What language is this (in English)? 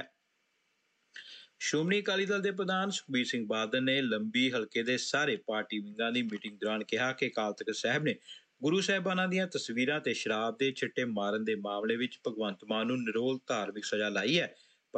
Punjabi